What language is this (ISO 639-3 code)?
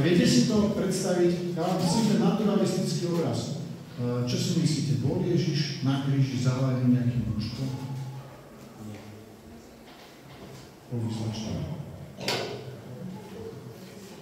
slk